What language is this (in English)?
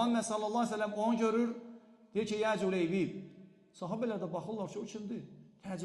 Azerbaijani